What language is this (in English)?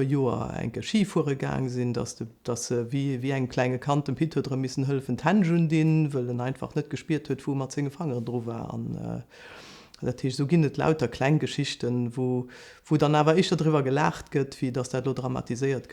Luxembourgish